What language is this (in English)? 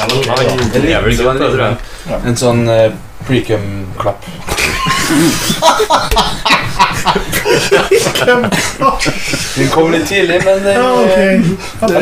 Norwegian